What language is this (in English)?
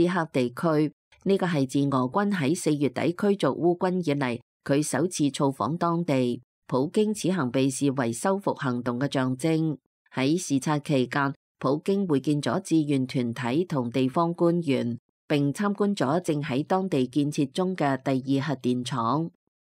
Cantonese